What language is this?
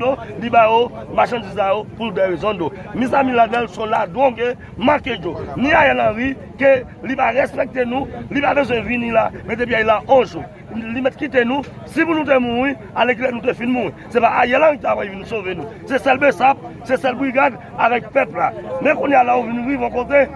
Haitian Creole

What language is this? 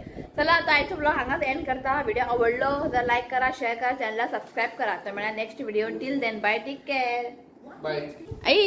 Konkani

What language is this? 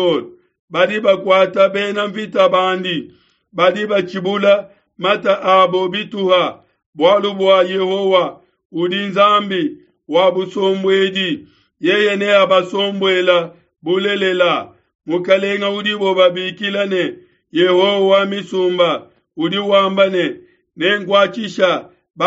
Luba-Lulua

